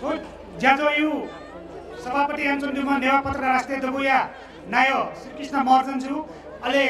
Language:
Newari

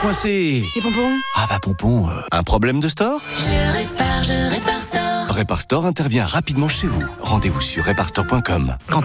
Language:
French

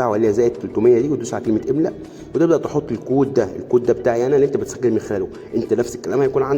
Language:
Egyptian Arabic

